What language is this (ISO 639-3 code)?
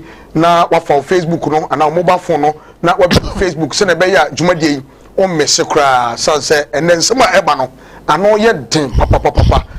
aka